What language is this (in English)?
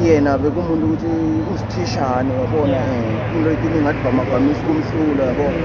Zulu